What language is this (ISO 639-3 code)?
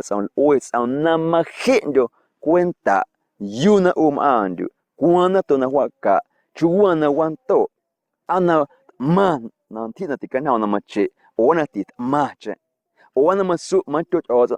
amu